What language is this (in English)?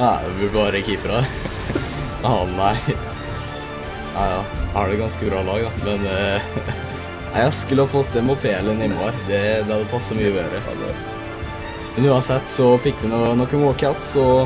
Norwegian